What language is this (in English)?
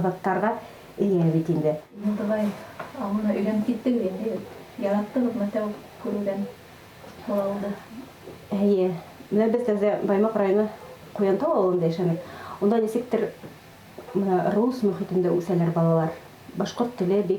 Bashkir